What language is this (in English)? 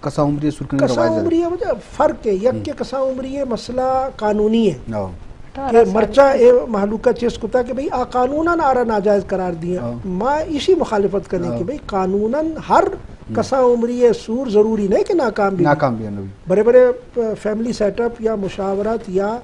Eastern Balochi